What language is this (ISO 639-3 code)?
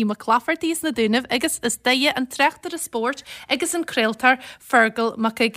gle